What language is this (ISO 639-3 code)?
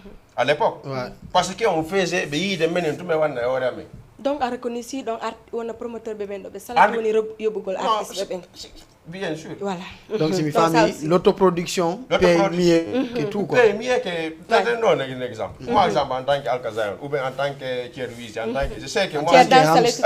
ful